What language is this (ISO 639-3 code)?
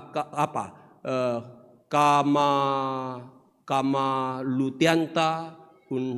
sda